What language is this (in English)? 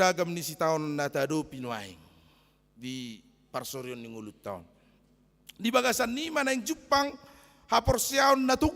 Batak Toba